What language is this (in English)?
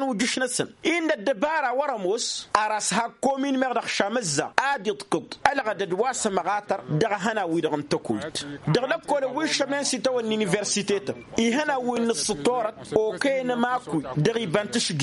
Tamasheq